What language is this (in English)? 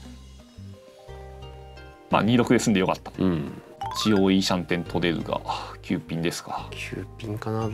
Japanese